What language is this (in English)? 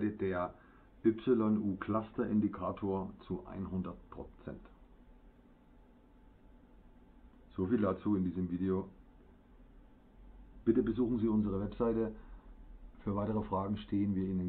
German